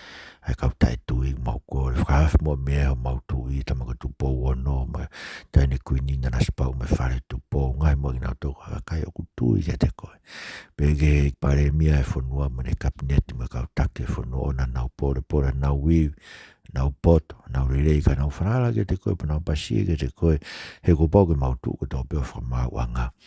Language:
Tongan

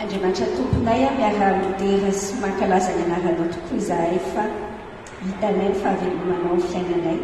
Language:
Malagasy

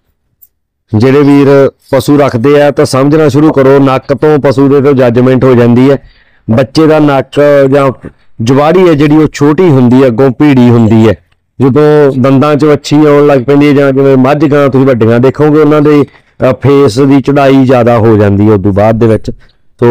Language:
Punjabi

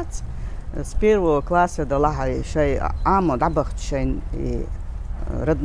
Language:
Chechen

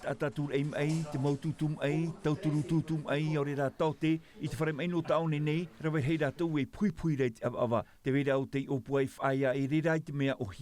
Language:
Tahitian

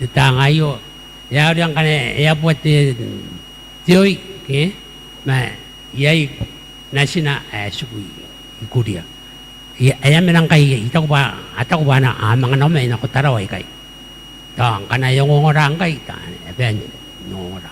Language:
Gilbertese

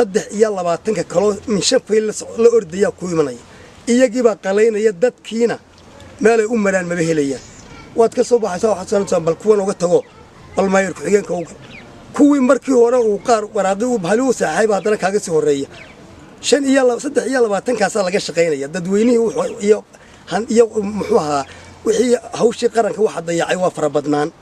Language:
Somali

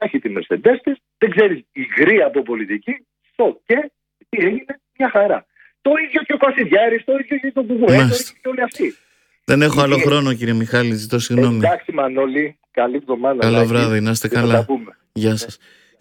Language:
Greek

